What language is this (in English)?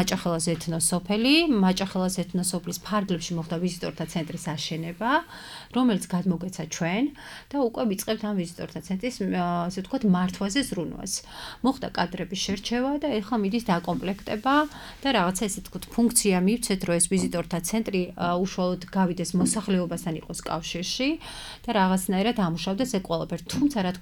Georgian